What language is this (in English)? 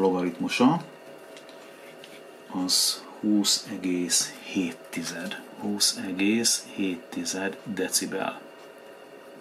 Hungarian